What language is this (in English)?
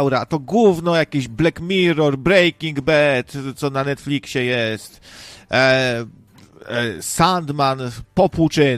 Polish